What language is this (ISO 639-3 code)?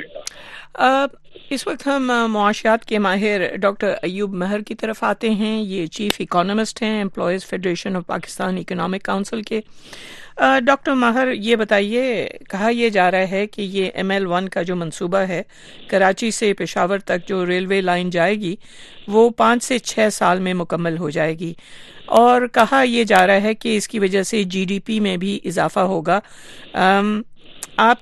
urd